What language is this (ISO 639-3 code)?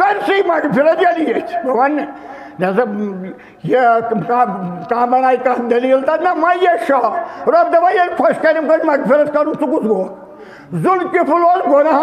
kas